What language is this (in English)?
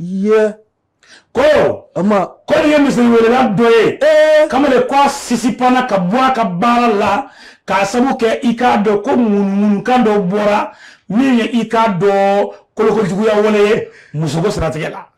Bambara